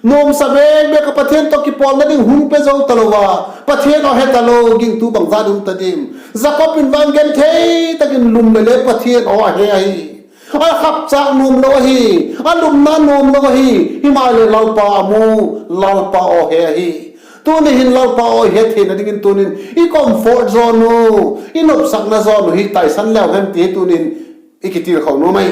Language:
Vaiphei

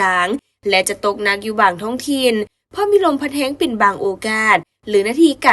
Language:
Lao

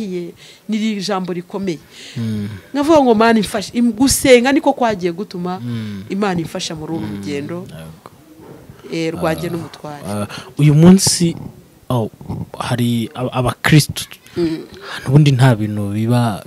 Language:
Kinyarwanda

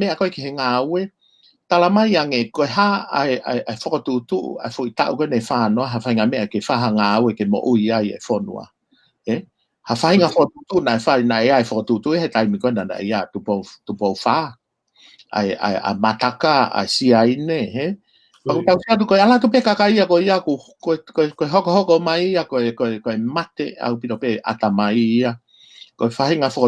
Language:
Tongan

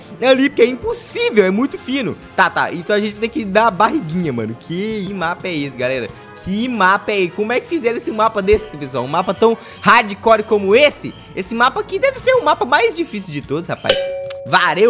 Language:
Portuguese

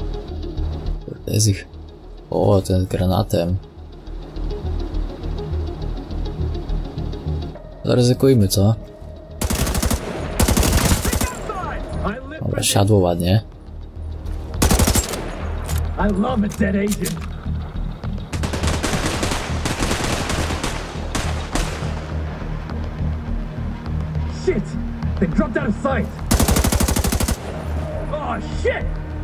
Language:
Polish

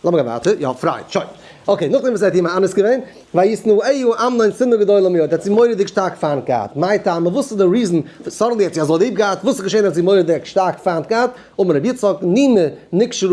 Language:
Yiddish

